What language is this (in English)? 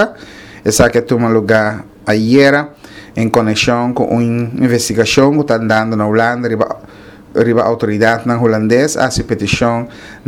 Papiamento